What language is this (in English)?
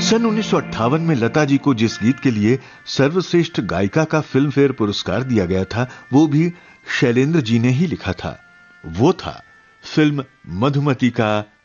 Hindi